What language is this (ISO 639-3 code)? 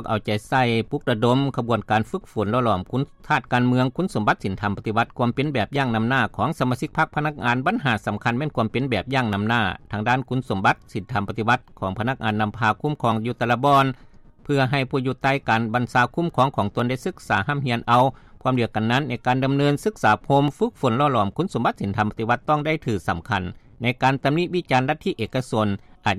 lao